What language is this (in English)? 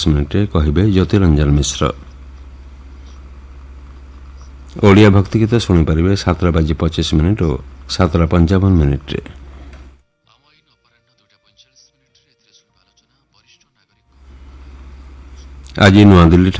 Odia